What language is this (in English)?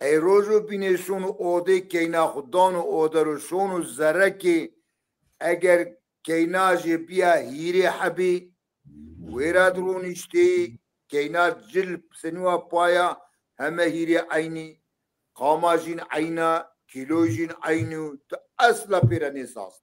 Zaza